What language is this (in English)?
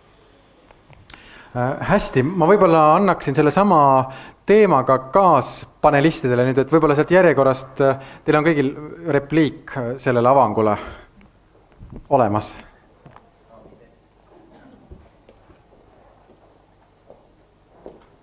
Estonian